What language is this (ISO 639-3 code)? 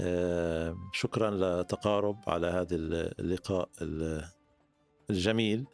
apc